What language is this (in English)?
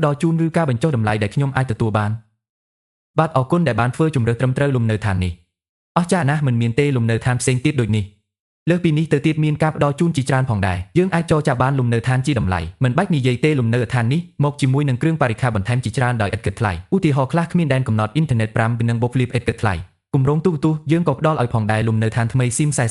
Khmer